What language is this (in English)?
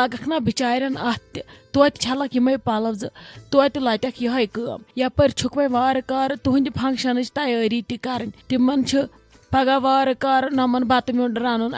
Kashmiri